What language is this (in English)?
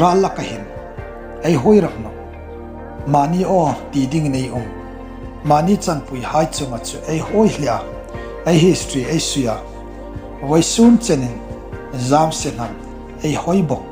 Hmar